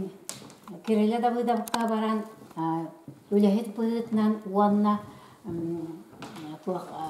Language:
Yakut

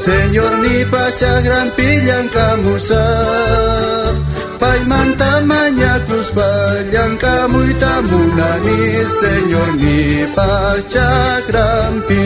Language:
South Bolivian Quechua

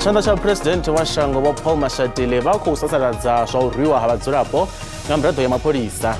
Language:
Venda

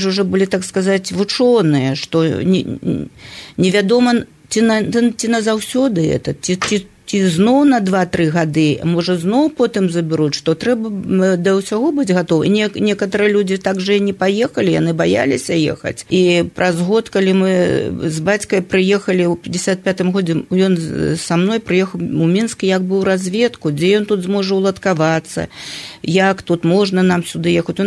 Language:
Belarusian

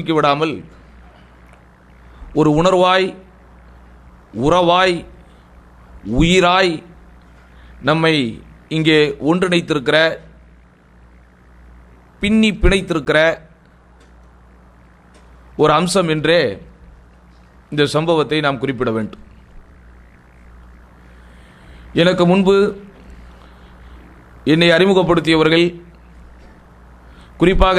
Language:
Tamil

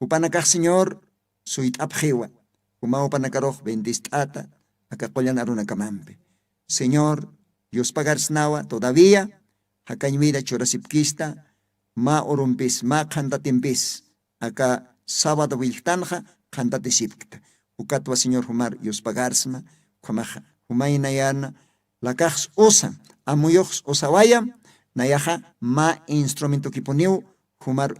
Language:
Aymara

